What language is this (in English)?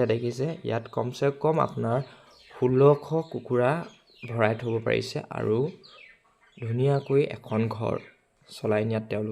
Assamese